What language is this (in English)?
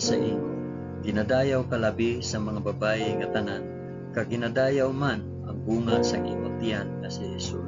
Hiligaynon